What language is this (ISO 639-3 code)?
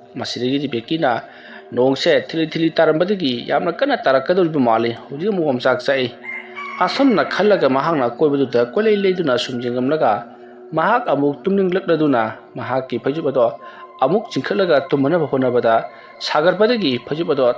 mni